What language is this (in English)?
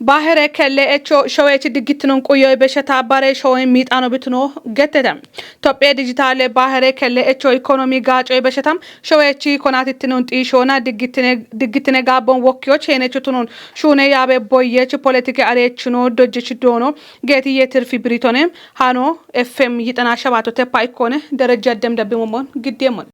Kafa